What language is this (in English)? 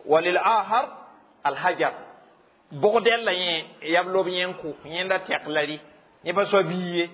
Mossi